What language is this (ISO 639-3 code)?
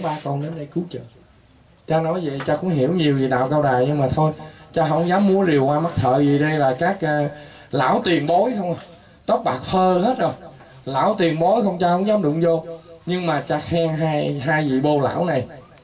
vie